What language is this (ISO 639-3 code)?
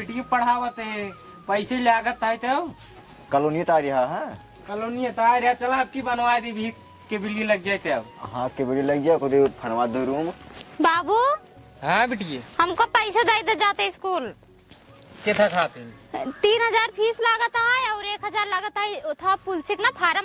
awa